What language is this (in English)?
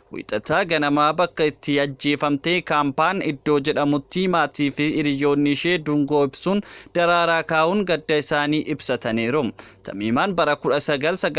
Oromo